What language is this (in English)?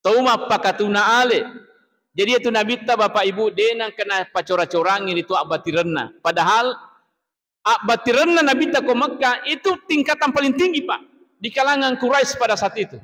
Buginese